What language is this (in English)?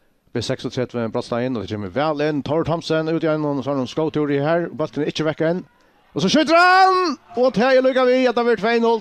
Faroese